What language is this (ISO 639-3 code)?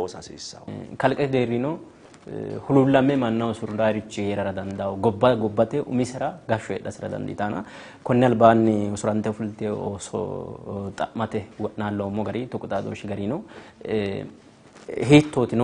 sid